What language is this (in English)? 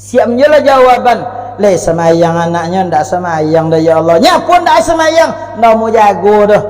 Minangkabau